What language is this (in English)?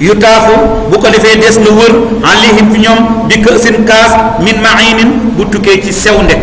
Wolof